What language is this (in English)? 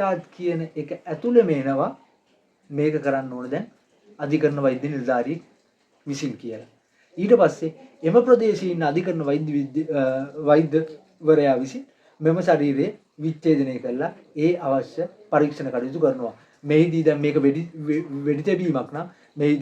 Sinhala